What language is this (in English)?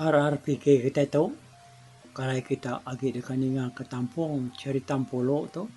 Iban